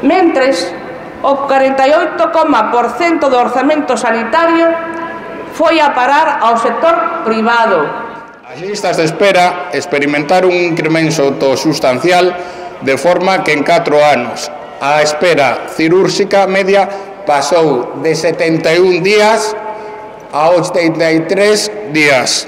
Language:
Galician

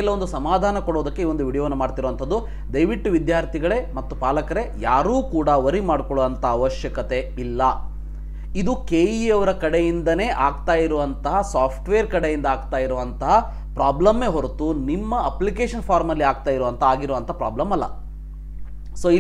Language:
Kannada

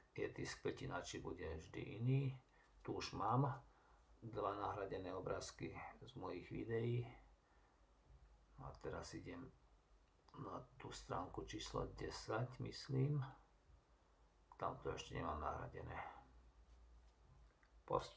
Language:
Slovak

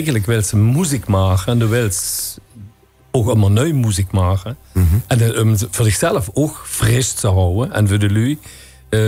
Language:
Limburgish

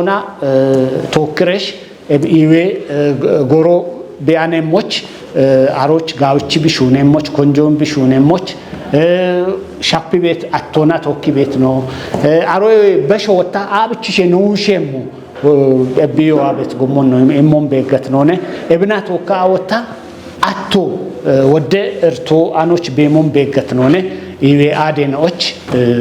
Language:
Kafa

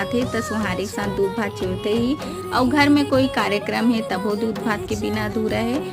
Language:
Chhattisgarhi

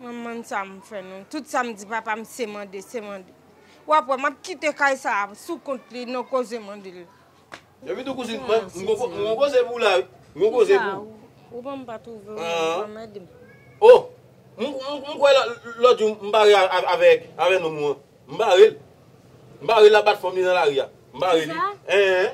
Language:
Haitian Creole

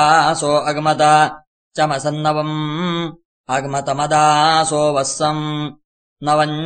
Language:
Sanskrit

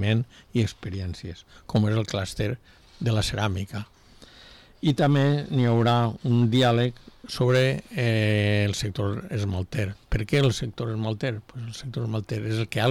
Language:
Catalan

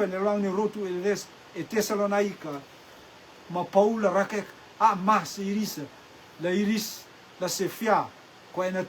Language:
Rotuman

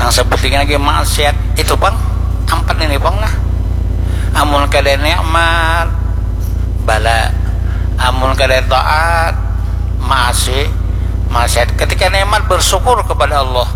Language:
Banjar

